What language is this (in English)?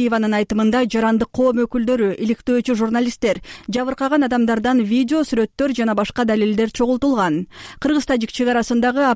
Kyrgyz